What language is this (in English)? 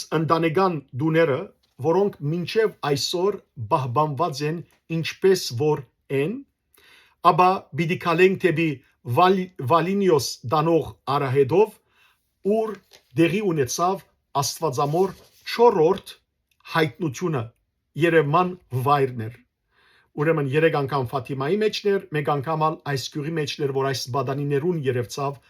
Western Armenian